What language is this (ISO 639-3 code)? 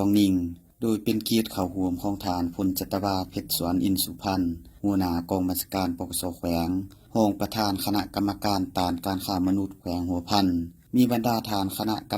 lao